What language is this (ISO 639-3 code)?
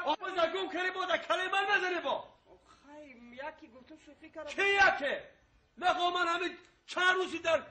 tgk